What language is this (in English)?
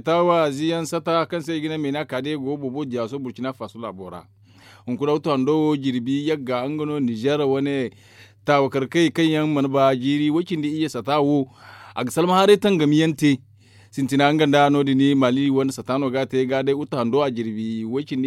Zarma